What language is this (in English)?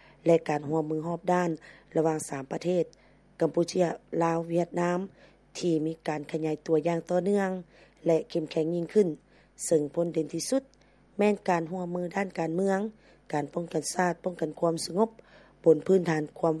Lao